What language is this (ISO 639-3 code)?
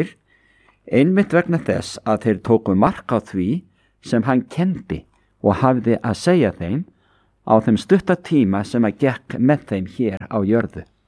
isl